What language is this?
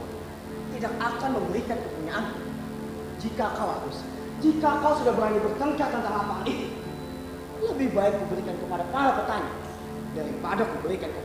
Banjar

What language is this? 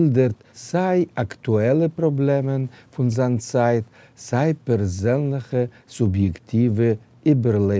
Yiddish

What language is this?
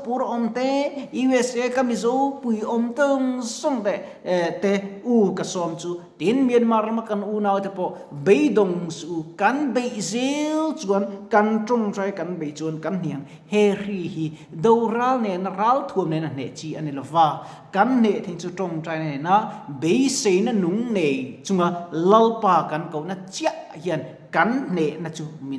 Mizo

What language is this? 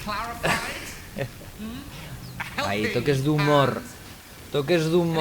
Asturian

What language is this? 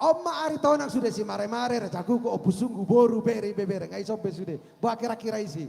Batak Toba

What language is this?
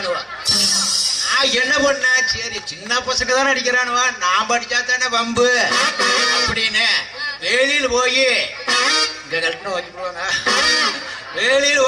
Tamil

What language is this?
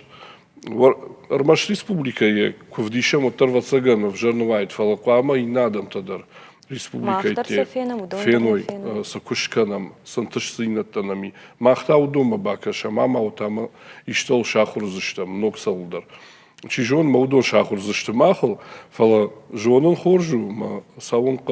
Ossetic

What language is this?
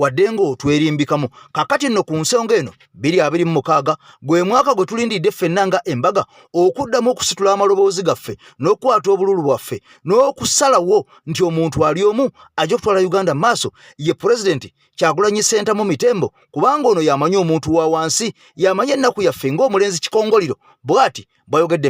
Ganda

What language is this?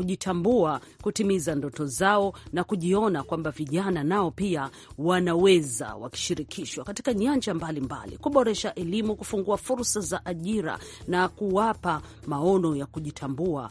Swahili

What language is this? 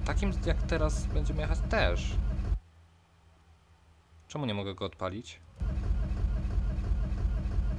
Polish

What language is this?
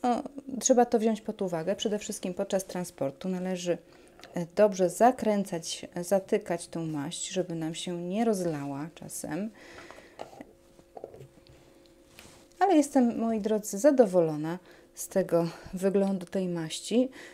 Polish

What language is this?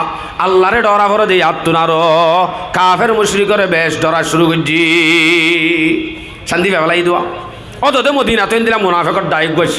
Rohingya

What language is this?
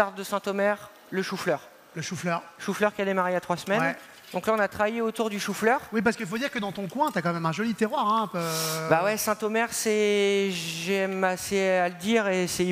French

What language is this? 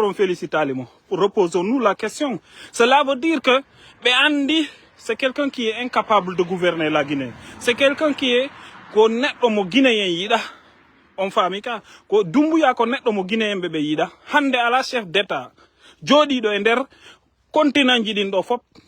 Fula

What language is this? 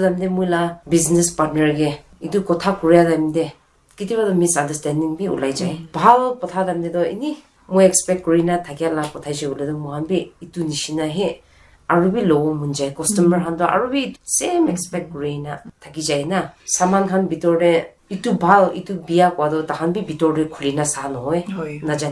Naga Pidgin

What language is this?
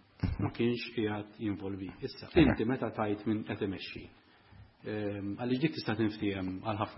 Maltese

